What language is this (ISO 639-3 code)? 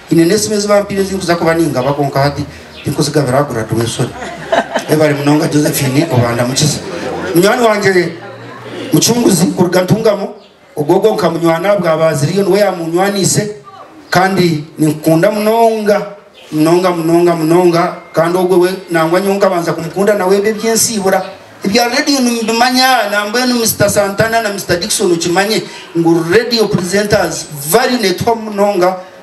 nyn